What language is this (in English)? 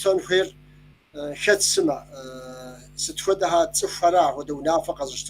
Kabardian